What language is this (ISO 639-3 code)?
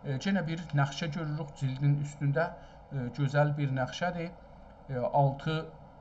azb